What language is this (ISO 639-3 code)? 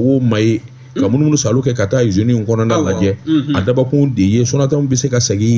bam